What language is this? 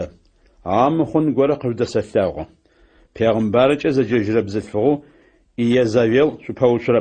Adyghe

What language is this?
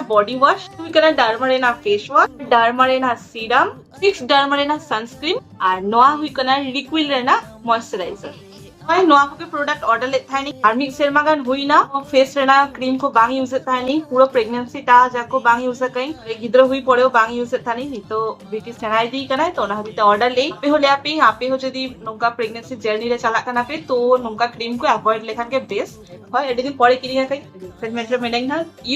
Santali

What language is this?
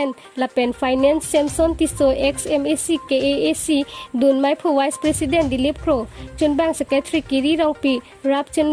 Karbi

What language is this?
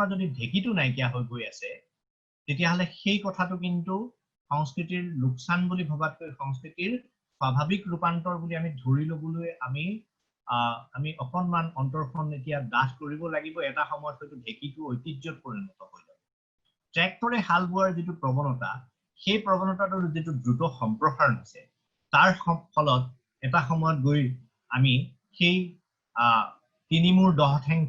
Assamese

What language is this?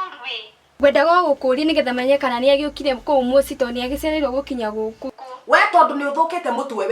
Kikuyu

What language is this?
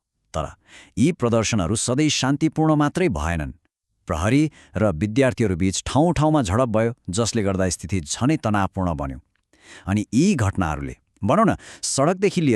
Nepali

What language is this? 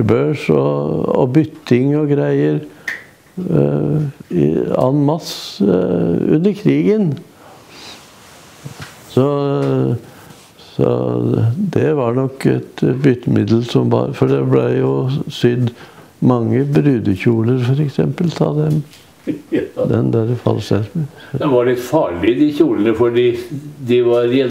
Norwegian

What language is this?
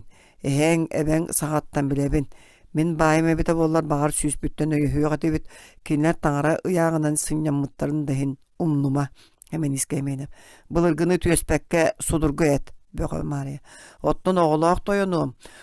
Yakut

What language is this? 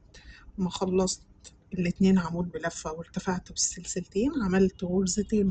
Egyptian Arabic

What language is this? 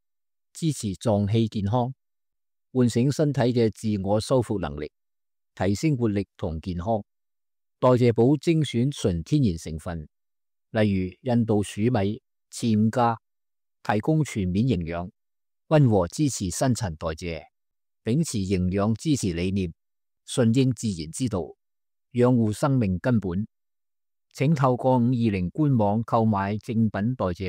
Cantonese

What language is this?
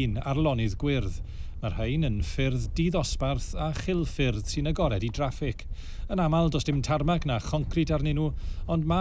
Welsh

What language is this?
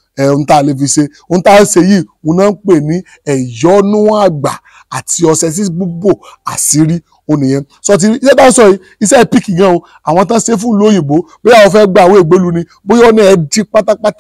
Yoruba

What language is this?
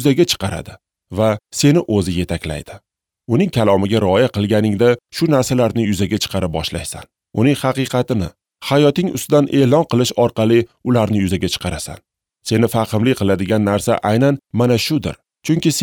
Uzbek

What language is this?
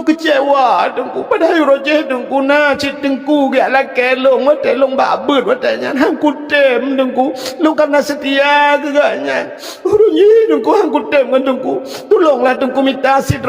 Achinese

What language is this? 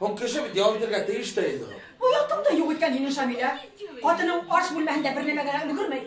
Bashkir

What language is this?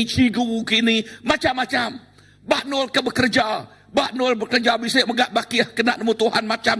Iban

